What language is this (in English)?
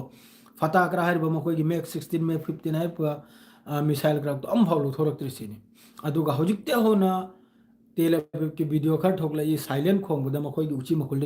Manipuri